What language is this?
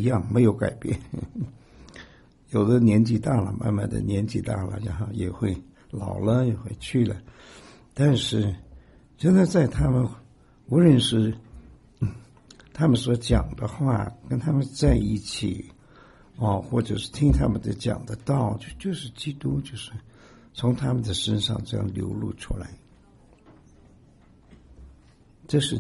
Chinese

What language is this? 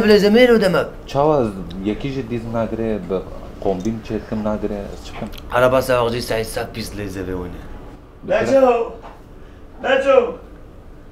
Kurdish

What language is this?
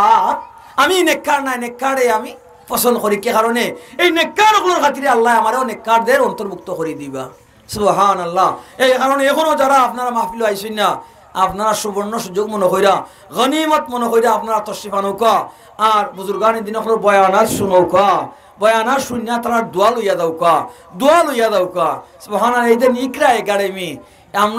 Sylheti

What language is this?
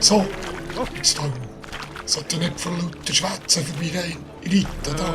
Swiss German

